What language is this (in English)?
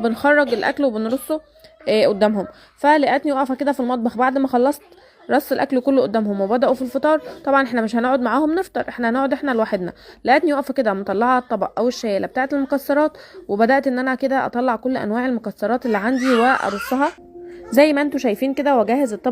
Egyptian Arabic